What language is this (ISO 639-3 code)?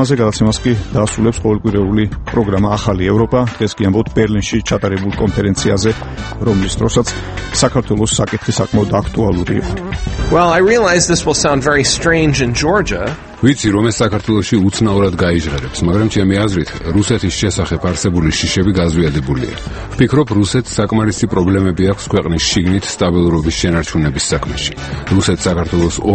kat